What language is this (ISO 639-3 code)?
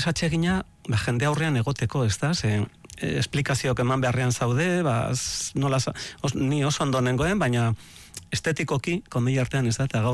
eus